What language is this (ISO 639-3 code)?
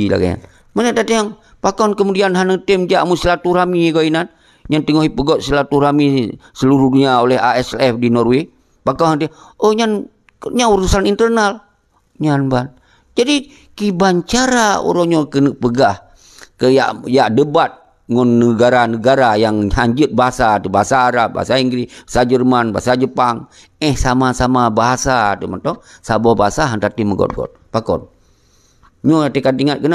ace